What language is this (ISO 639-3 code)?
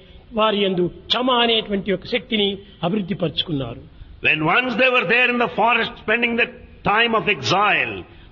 tel